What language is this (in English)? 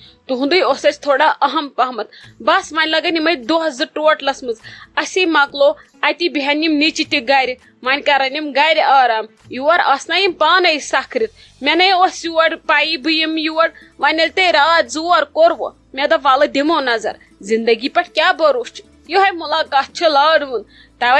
Kashmiri